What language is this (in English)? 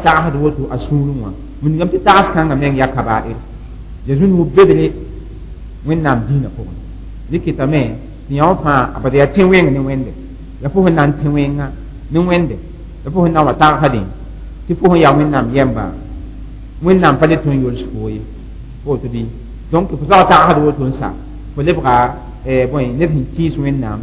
Mossi